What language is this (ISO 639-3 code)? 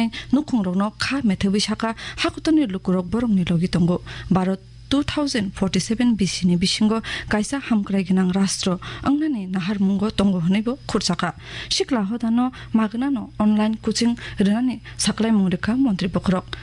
trp